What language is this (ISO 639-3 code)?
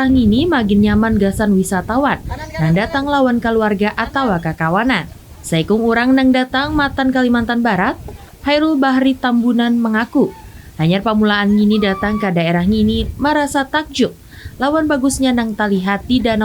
bjn